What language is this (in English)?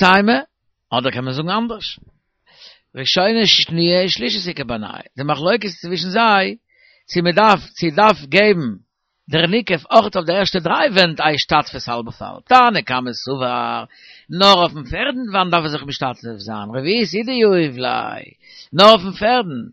Yiddish